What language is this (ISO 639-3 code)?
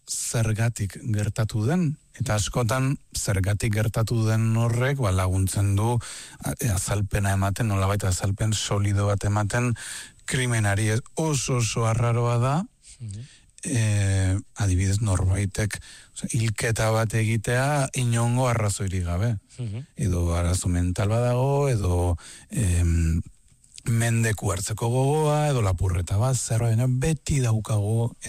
eus